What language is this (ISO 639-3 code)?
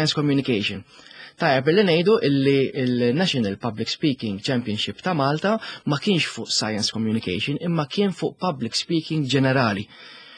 mlt